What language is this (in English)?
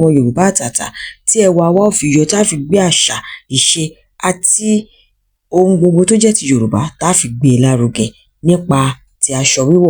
Yoruba